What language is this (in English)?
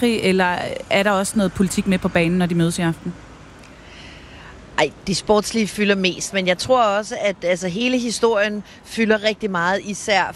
Danish